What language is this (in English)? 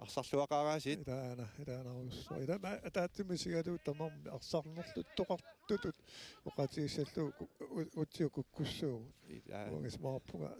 Kalaallisut